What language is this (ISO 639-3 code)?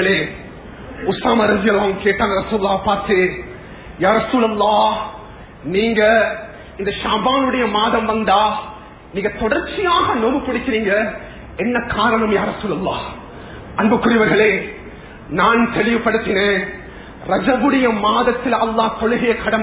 tam